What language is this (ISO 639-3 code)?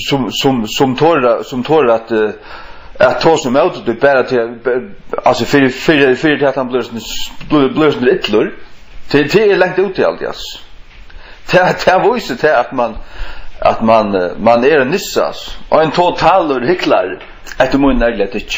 fao